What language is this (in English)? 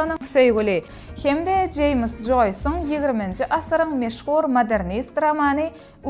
Turkmen